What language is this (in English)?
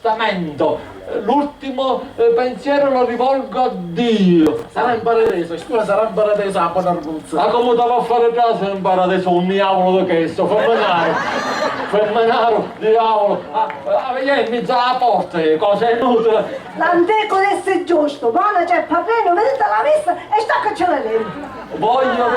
Sicilian